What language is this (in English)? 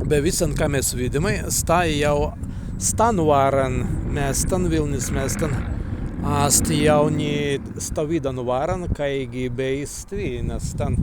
Prussian